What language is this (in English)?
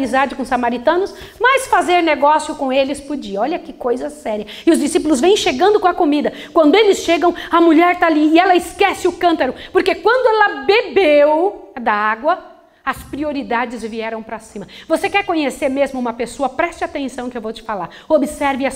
Portuguese